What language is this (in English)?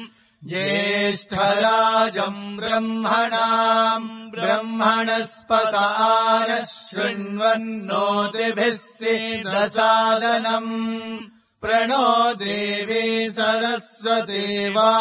Sanskrit